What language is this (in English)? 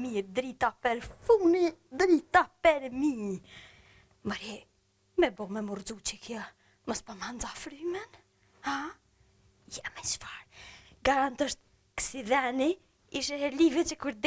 Albanian